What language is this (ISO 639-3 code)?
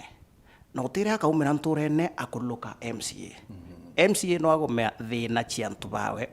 mer